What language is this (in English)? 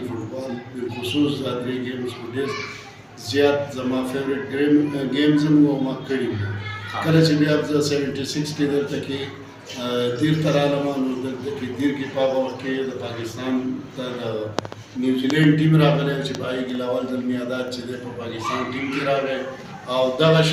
Pashto